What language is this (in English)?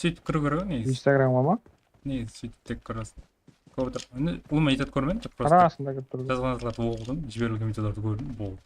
Kara-Kalpak